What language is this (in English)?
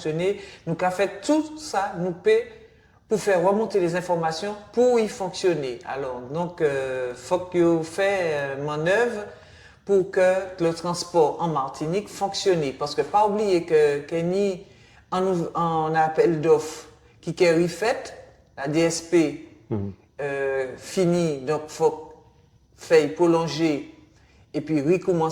Guadeloupean Creole French